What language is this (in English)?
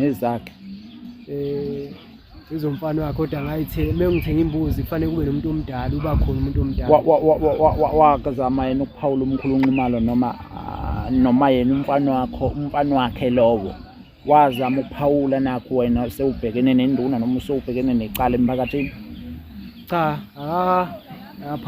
Zulu